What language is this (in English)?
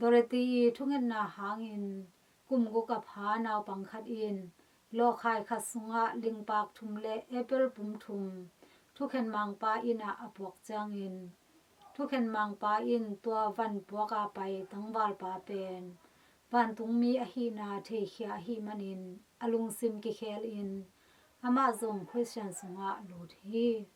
Tedim Chin